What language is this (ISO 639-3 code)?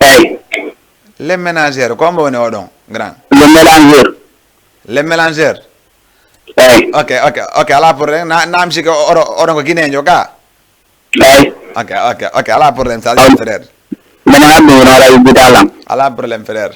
ful